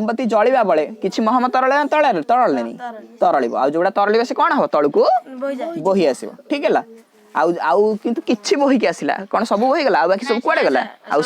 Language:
Odia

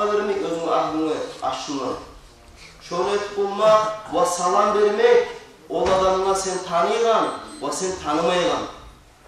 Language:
Kumyk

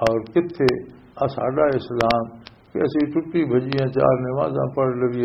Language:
Western Panjabi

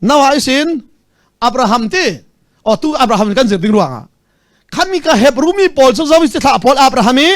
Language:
Hakha Chin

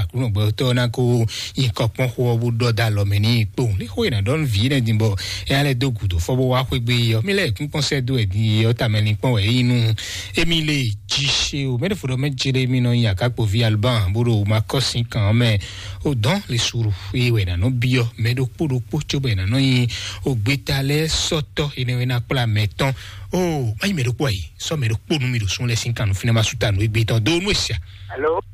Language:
Fon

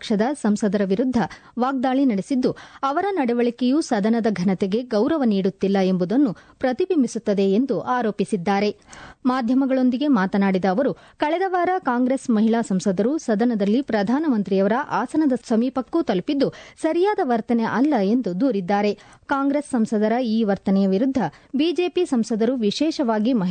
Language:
Kannada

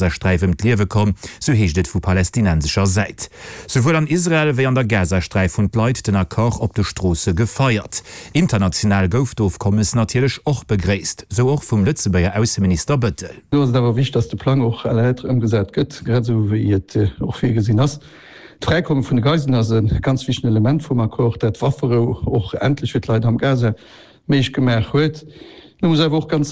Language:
Luxembourgish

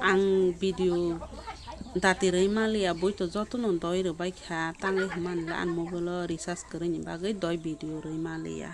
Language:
Kok Borok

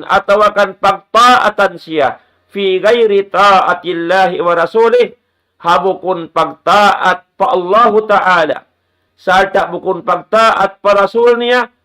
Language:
Tausug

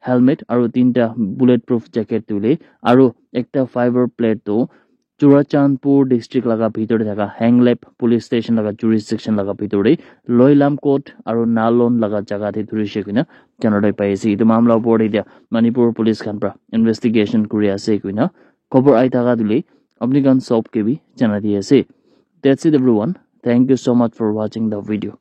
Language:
Naga Pidgin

